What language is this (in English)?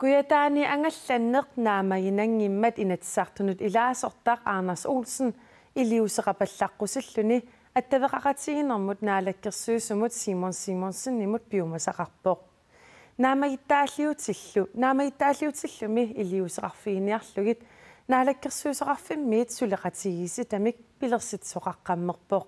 Kalaallisut